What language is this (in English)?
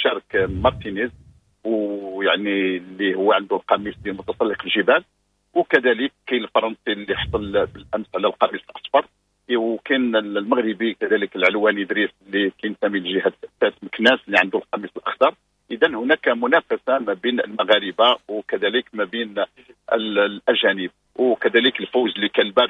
Moroccan Arabic